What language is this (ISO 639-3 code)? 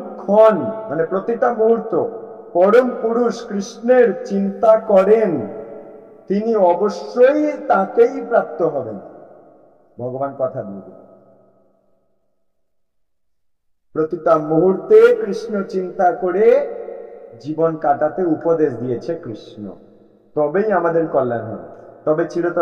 ben